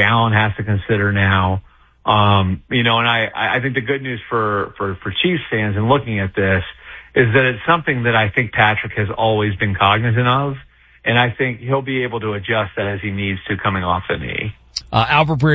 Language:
English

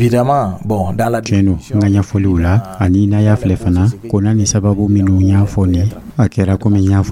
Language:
Dyula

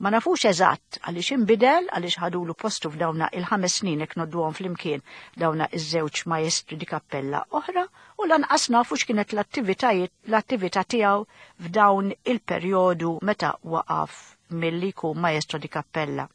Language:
Maltese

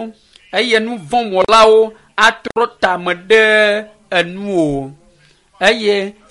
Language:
Ewe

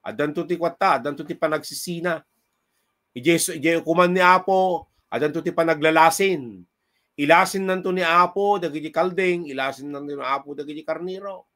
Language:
Iloko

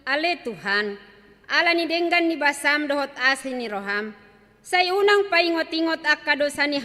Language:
Batak Toba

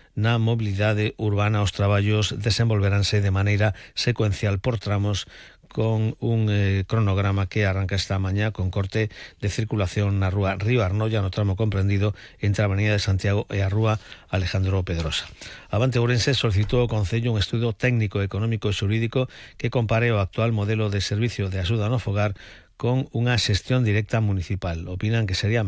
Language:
Galician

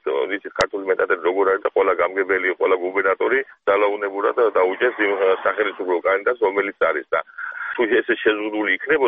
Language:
Georgian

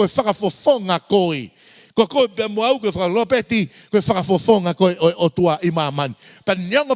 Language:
Tongan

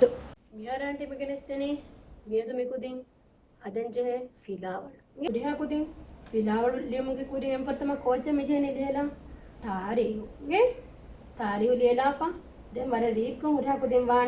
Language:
Divehi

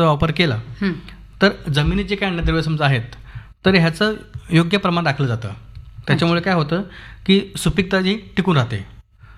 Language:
Marathi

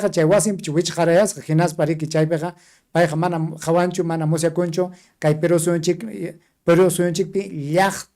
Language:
Ayacucho Quechua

